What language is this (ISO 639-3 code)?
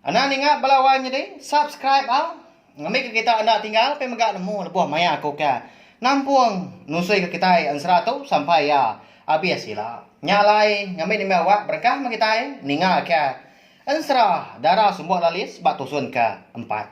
iba